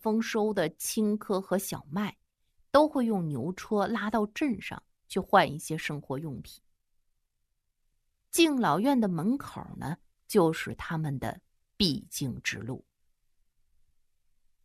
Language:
Chinese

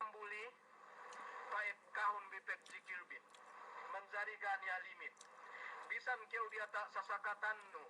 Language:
Yakan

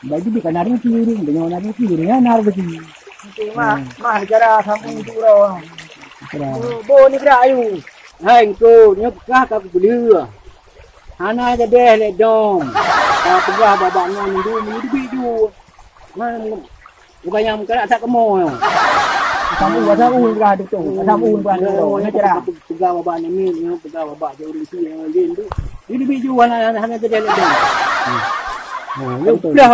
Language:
Achinese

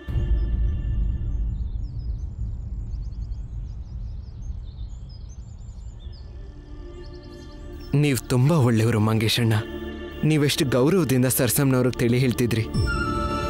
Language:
Kannada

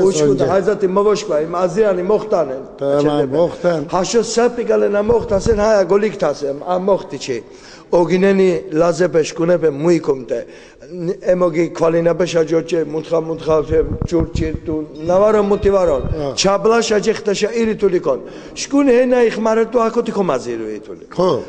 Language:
Laz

